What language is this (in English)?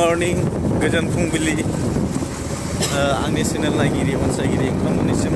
Bodo